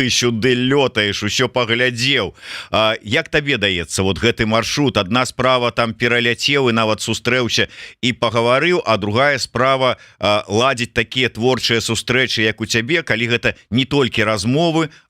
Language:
Belarusian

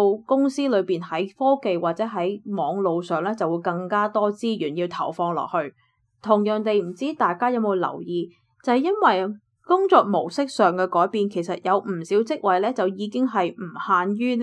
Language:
Cantonese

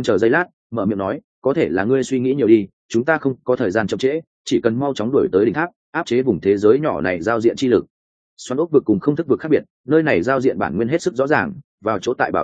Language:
Vietnamese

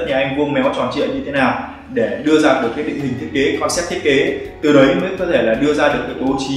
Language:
Vietnamese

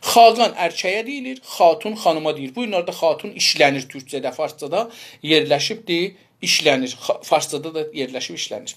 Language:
South Azerbaijani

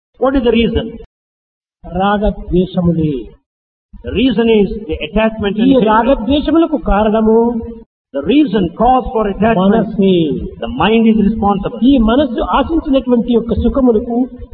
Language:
Telugu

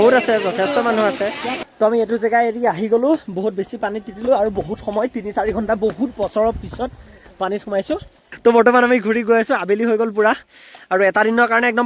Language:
Assamese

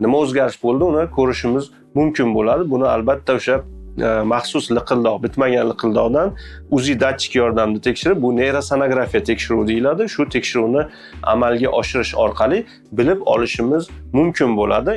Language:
Uzbek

